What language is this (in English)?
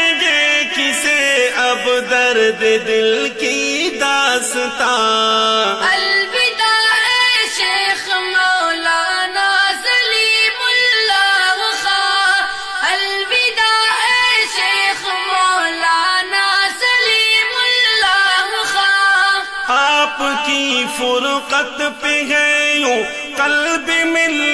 Urdu